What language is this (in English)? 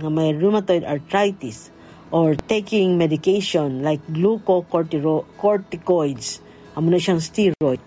Hiligaynon